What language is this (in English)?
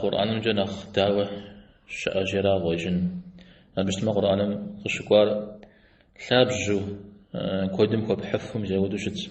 Kabardian